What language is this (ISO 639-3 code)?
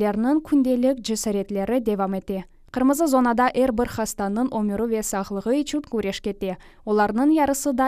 crh